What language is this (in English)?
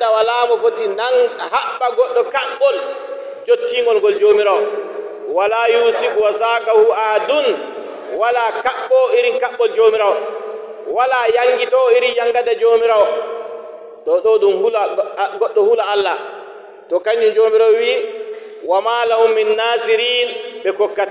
Fula